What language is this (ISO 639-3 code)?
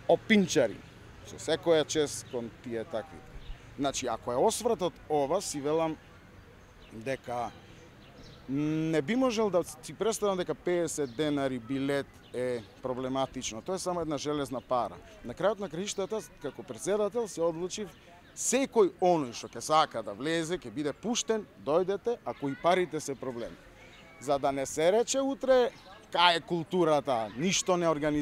mkd